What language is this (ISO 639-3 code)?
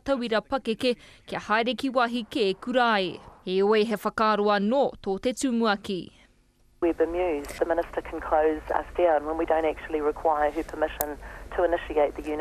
mri